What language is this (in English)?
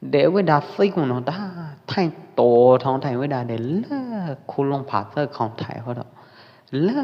Pwo Eastern Karen